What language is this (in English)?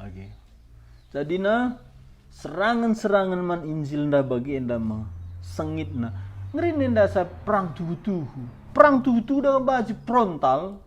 Batak Karo